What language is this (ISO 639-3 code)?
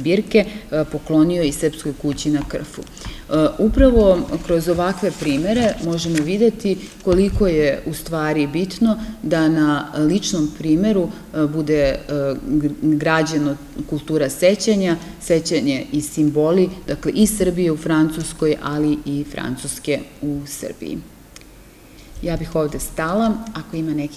srp